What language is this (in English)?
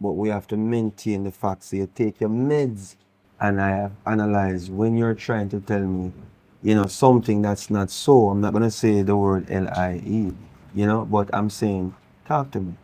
Jamaican Creole English